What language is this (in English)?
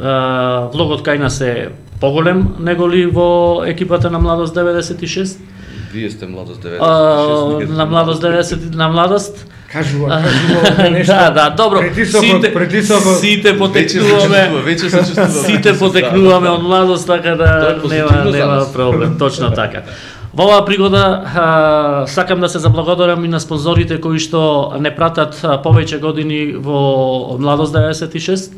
Macedonian